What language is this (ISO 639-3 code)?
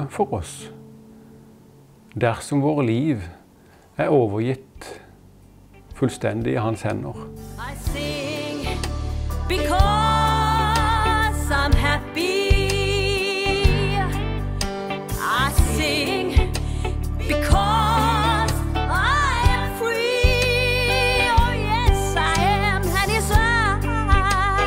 nor